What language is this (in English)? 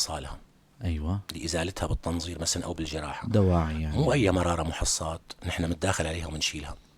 North Levantine Arabic